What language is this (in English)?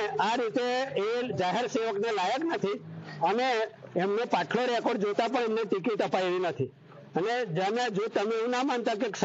Gujarati